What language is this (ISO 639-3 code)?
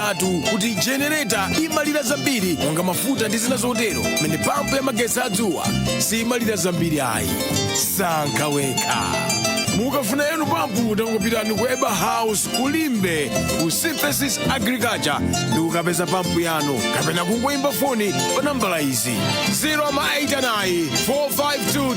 nya